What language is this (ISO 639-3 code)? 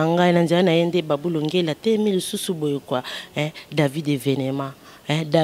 lin